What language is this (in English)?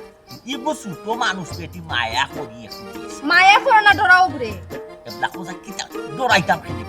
Sylheti